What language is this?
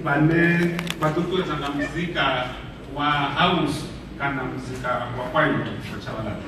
Venda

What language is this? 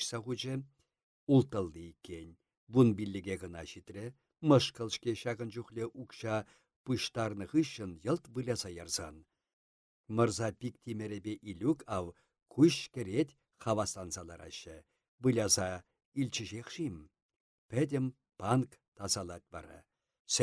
Chuvash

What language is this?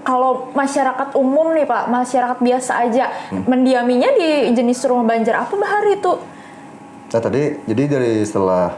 Banjar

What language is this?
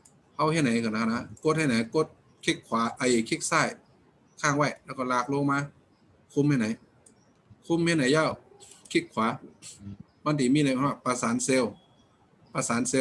Shan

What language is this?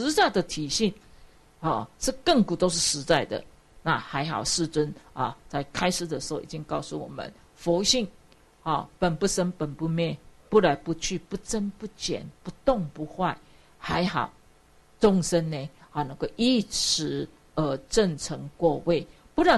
Chinese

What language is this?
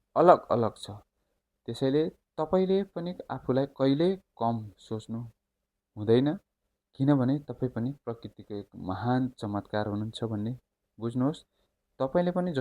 Nepali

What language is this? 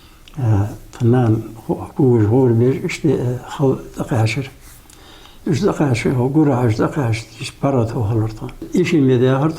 Ingush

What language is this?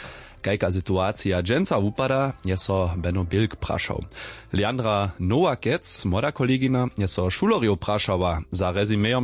Upper Sorbian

